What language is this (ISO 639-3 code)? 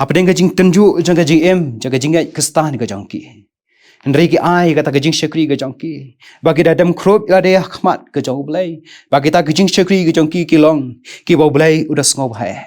kha